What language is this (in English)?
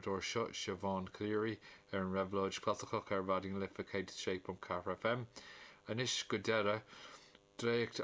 Irish